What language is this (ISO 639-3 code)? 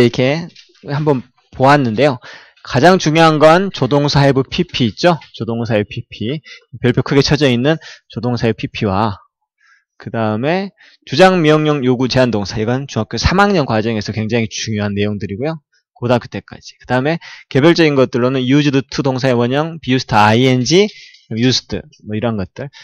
kor